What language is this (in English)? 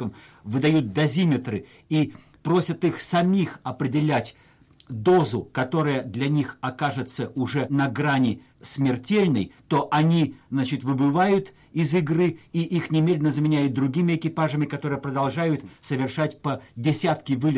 Russian